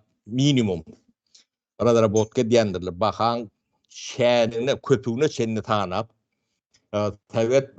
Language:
Turkmen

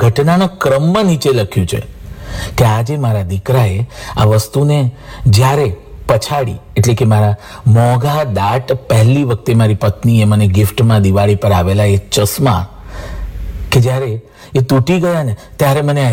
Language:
Gujarati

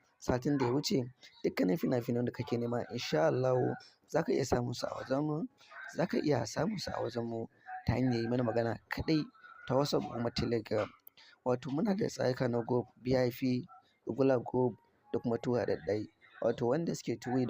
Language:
Hausa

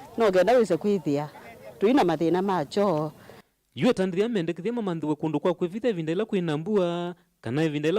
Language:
Kamba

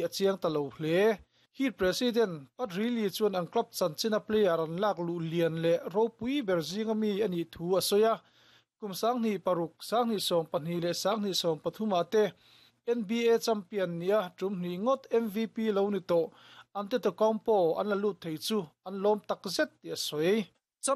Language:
Mizo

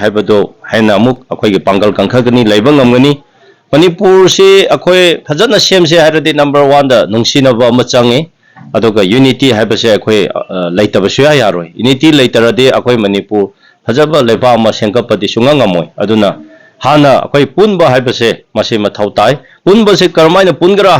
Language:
Manipuri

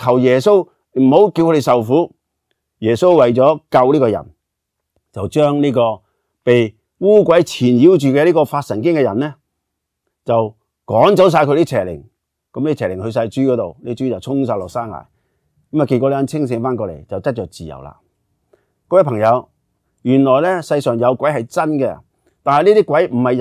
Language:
Cantonese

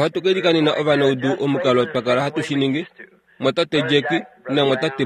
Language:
Kuanyama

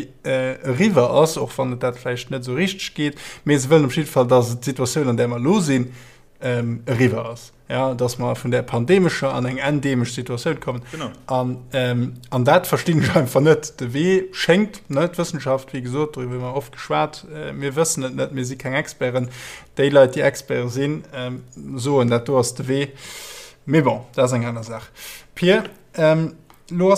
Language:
Luxembourgish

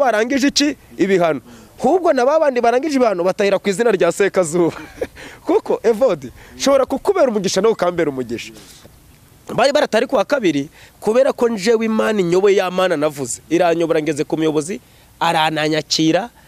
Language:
Kinyarwanda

